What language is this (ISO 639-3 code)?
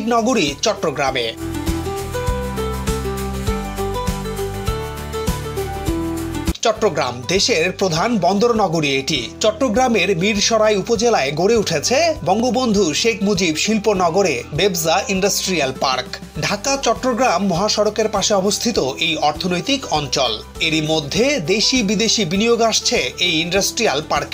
ben